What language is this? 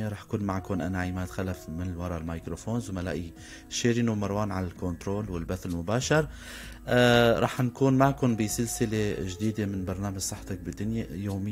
North Levantine Arabic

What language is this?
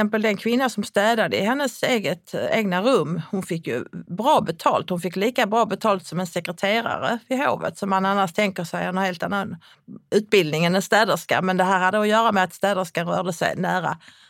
Swedish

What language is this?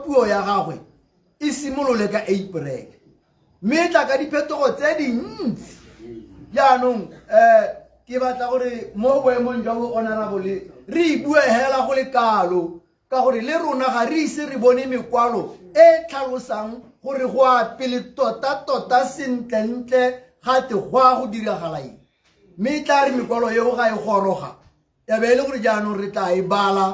Tswana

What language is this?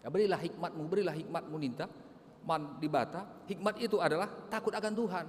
Batak Karo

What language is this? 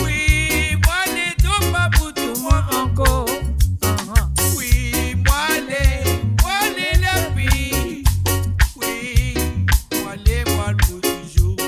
Morisyen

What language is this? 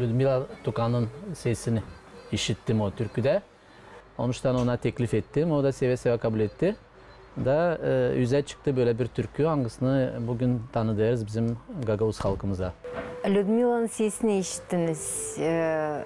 Gagauz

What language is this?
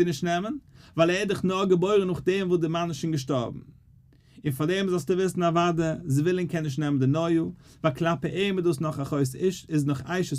Yiddish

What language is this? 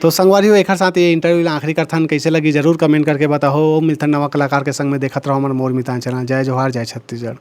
Chhattisgarhi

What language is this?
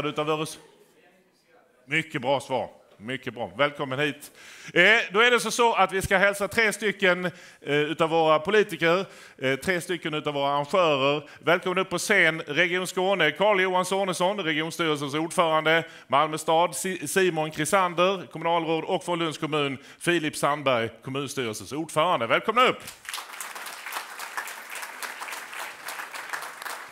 Swedish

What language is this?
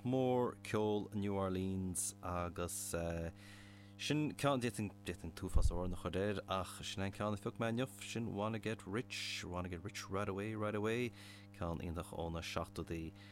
Irish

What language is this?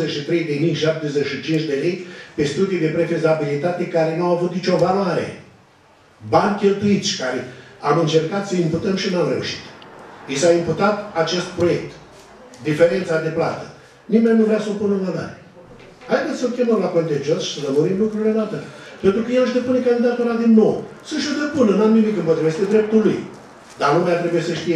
Romanian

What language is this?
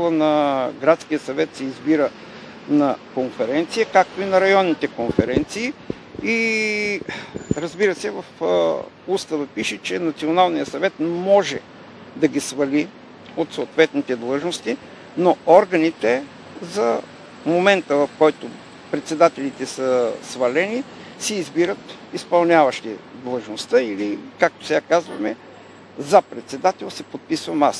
Bulgarian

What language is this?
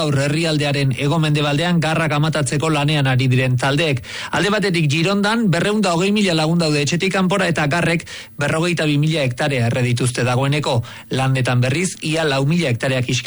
Basque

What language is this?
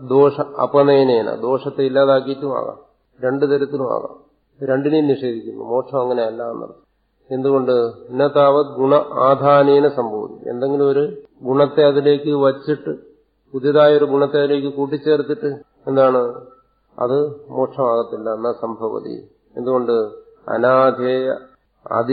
Malayalam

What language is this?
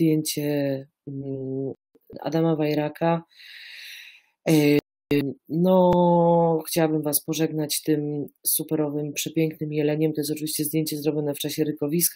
Polish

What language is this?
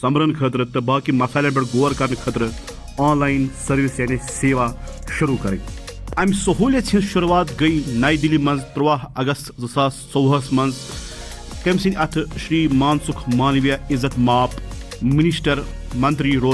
Kashmiri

